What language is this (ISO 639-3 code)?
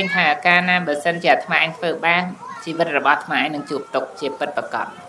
khm